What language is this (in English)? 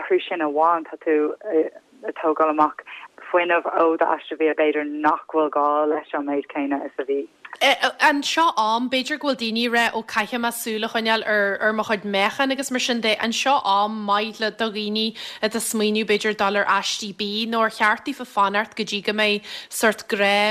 Irish